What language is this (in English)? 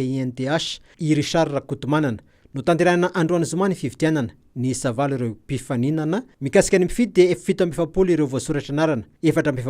Malagasy